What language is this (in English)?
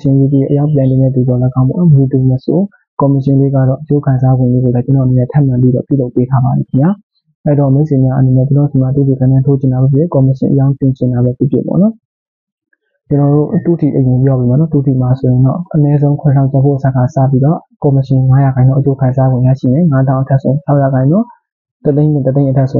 Burmese